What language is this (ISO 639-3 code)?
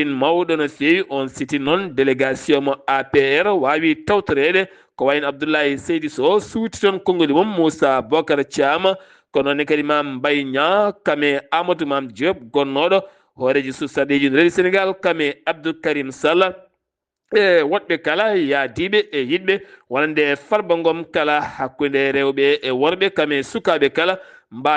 ful